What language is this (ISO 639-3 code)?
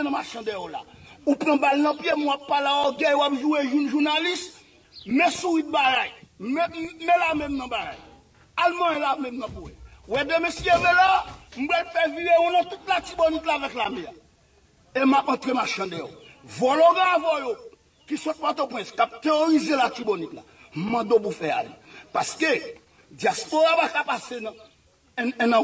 hat